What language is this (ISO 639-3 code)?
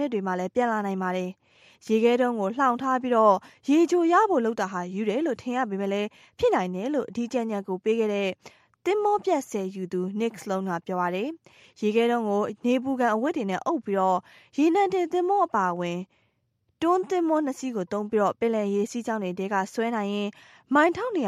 mya